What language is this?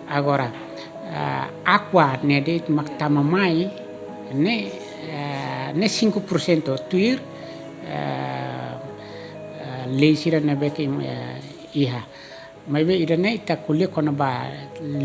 Tetum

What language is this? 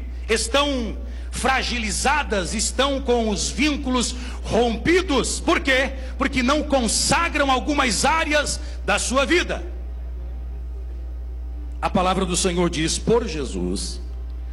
Portuguese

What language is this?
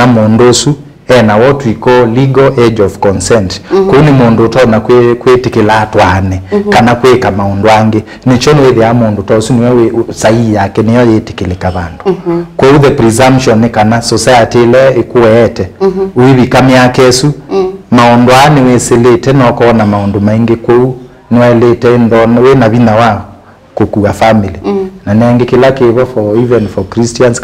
Kamba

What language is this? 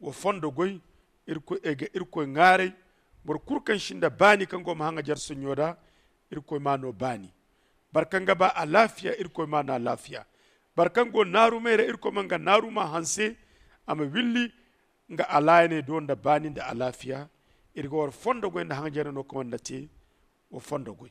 Zarma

